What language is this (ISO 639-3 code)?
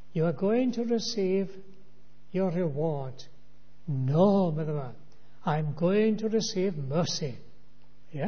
cym